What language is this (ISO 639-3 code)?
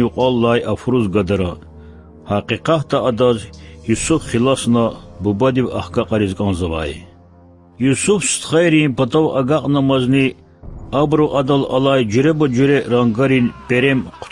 lez